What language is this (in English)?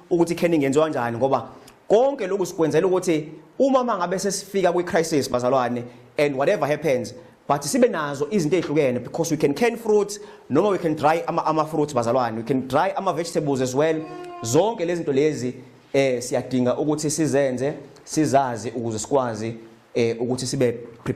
Zulu